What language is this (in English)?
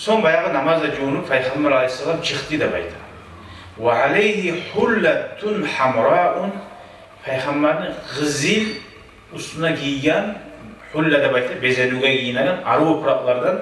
Kumyk